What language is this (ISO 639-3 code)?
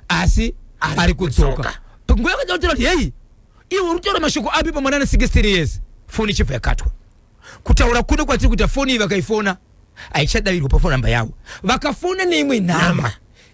sna